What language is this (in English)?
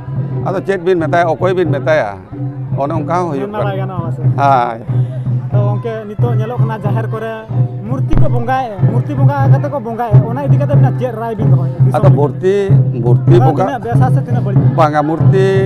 Santali